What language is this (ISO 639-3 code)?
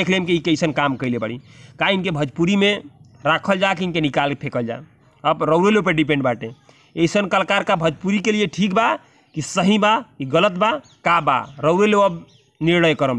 bho